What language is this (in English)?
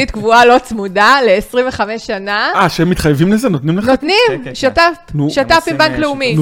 Hebrew